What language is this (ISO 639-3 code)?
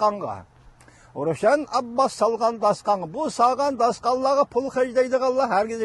uig